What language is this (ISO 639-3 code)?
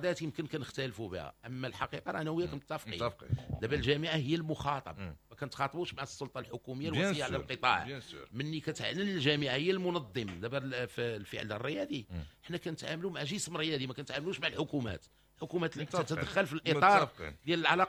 ary